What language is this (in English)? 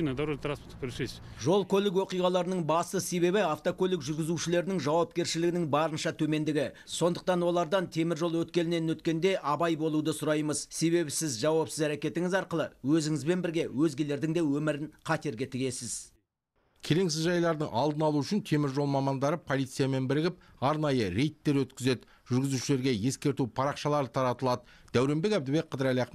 Kazakh